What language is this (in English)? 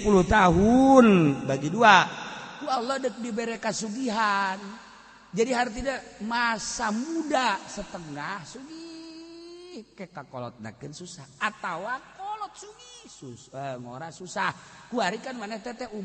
Sundanese